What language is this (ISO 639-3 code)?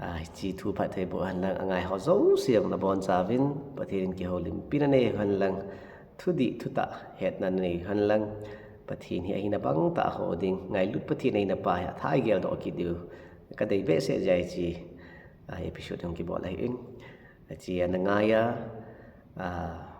tcz